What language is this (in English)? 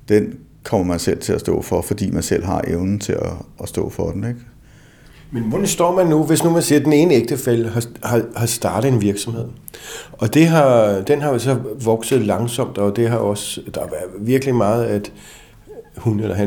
Danish